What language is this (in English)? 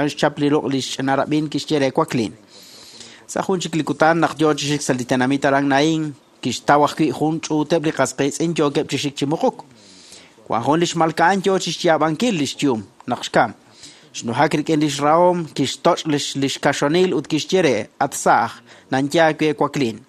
Kekchí